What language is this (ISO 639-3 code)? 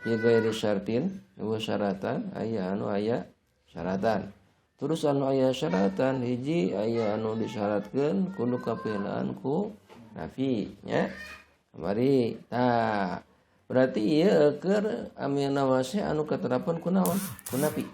sun